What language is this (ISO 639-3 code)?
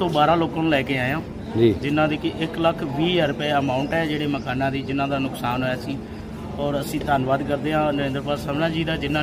pan